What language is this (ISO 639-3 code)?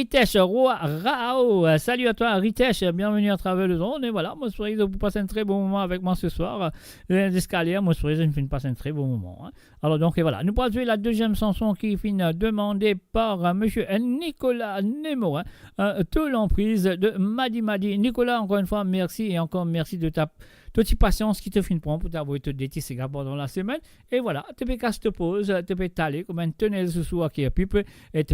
mfe